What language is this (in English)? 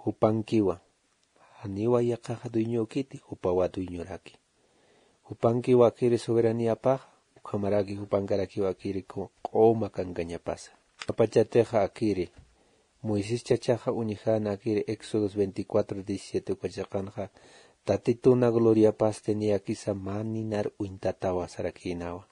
Aymara